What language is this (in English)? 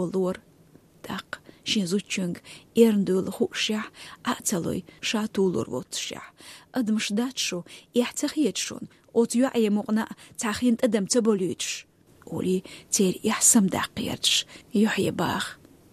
Chechen